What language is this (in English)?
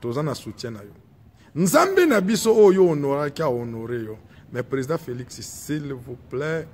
Lingala